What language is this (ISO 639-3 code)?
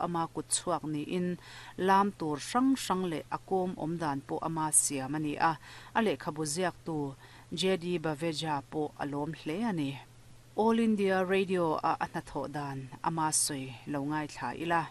lus